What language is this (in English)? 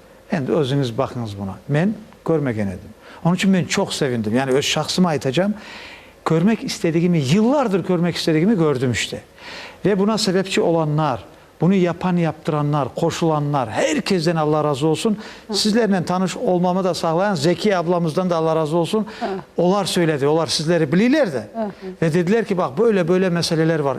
Crimean Tatar